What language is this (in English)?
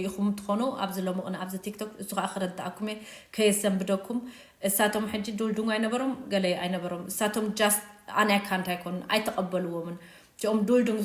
Tigrinya